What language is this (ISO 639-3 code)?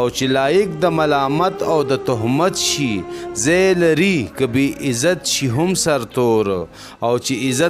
pus